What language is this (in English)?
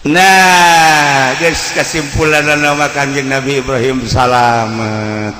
Sundanese